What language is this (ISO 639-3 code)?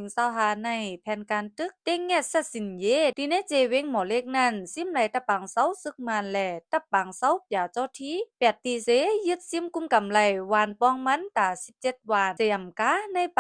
shn